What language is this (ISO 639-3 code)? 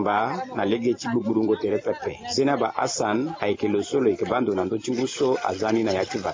sag